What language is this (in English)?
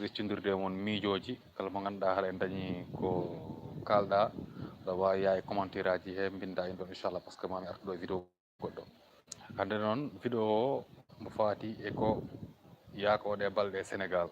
Fula